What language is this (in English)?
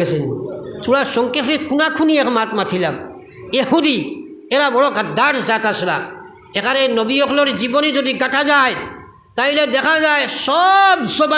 Sylheti